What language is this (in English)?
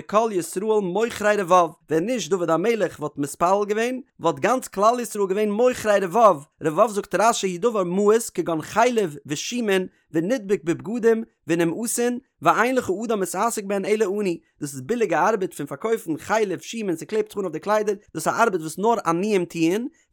Yiddish